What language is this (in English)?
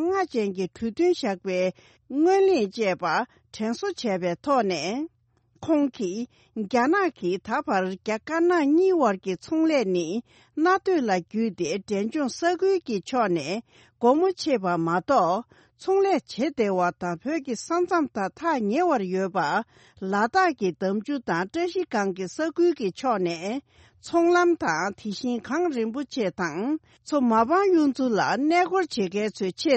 Tibetan